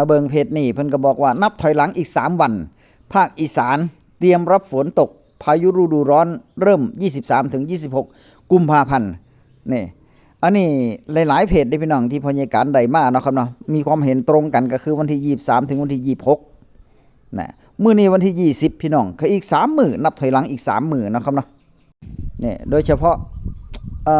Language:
Northeastern Thai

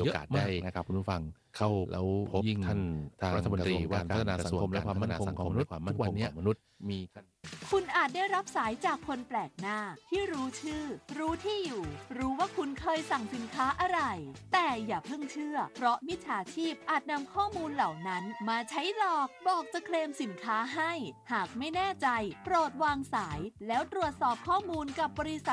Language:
Thai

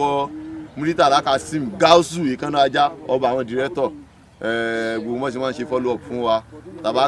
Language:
Yoruba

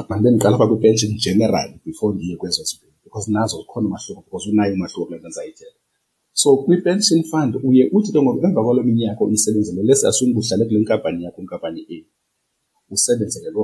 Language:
Xhosa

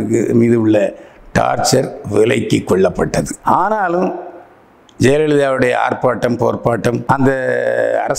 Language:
Tamil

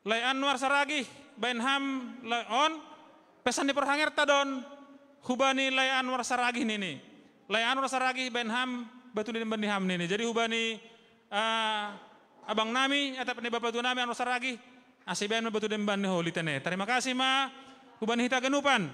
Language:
Batak Simalungun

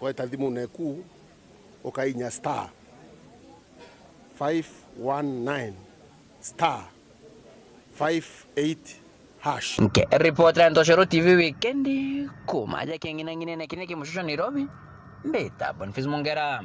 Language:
Meru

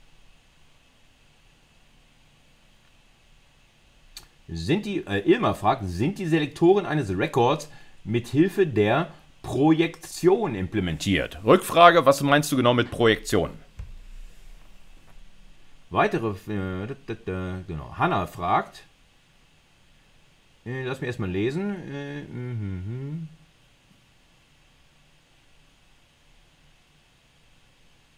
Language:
German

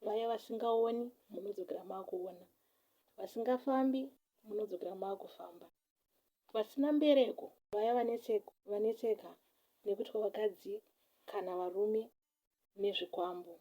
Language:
Shona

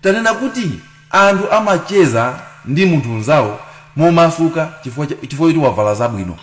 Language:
Nyanja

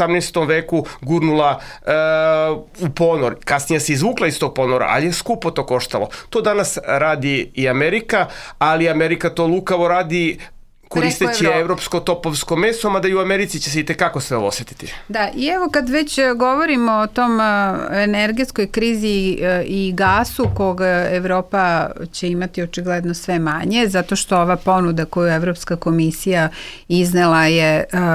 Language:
Serbian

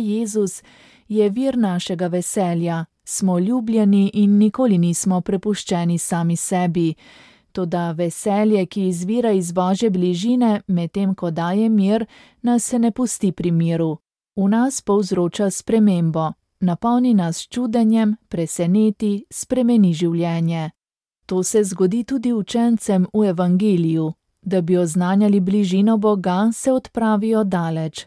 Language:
Slovenian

